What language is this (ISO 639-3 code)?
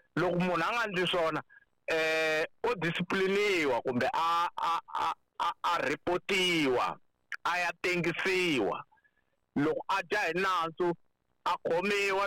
tso